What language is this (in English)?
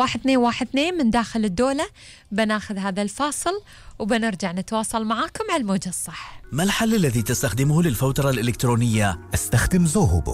Gulf Arabic